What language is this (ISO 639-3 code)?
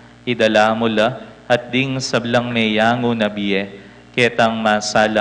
pam